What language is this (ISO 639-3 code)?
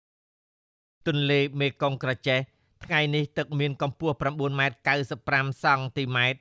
khm